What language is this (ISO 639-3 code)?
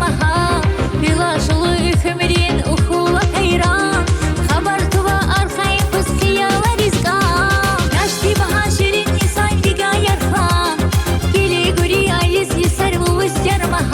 tab